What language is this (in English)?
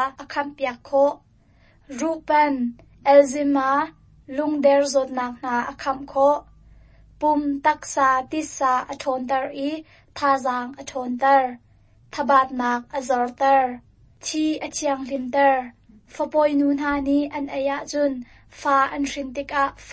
Hakha Chin